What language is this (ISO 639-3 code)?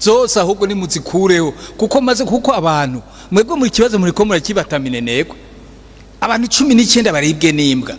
run